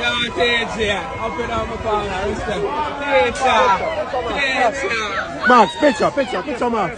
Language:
Jamaican Creole English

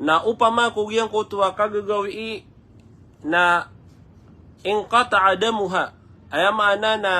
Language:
Maranao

